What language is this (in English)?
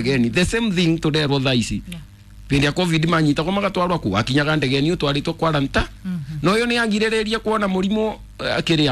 Kikuyu